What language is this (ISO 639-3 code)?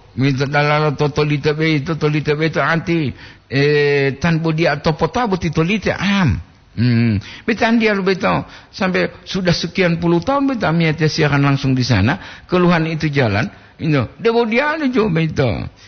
gor